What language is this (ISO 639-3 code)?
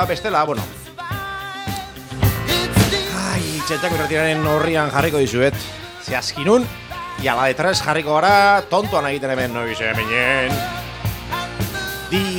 eus